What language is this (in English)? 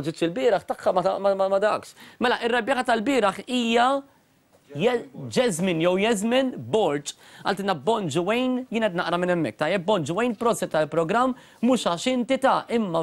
Maltese